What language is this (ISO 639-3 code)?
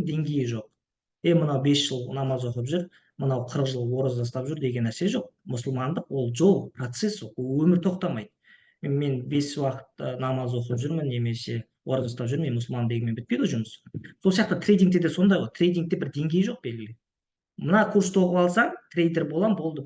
kaz